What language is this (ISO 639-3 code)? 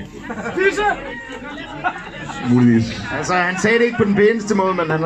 dan